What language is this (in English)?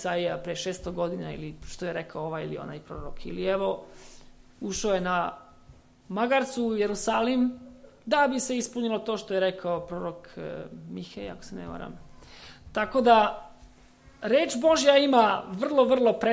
Serbian